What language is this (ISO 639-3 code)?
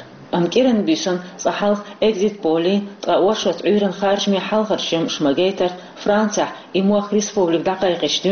che